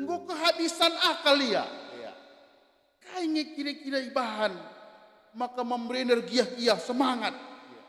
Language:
Batak Karo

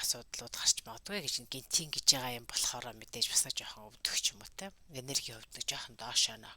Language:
Mongolian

